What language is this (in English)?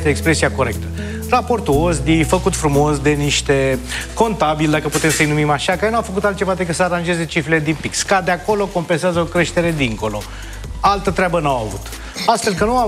Romanian